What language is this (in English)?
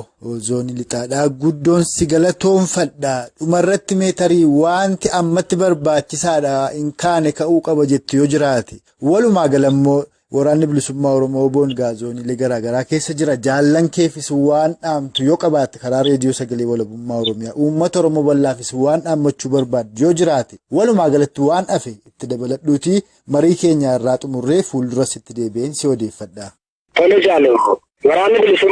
Oromo